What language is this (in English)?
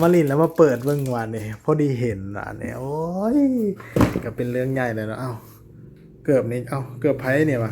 Lao